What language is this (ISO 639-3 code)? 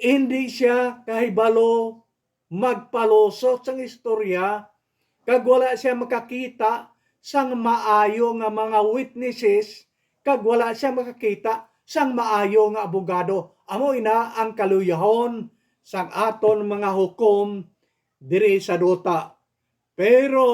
hil